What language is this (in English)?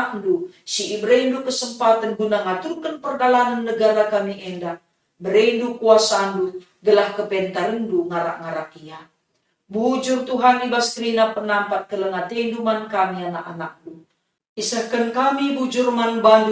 Batak Karo